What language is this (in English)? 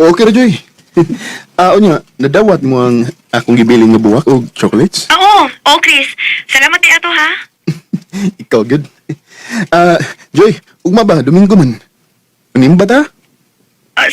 Cebuano